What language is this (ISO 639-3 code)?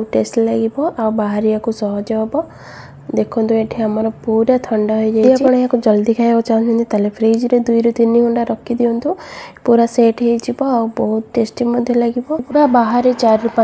ori